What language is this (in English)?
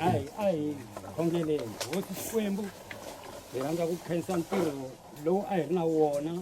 Tsonga